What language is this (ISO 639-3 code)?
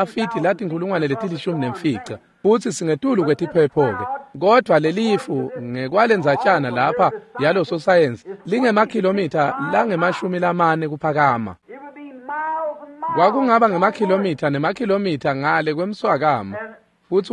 ssw